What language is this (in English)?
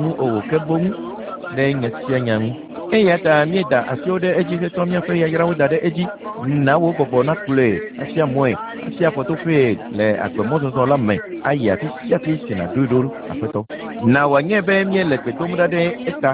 Ewe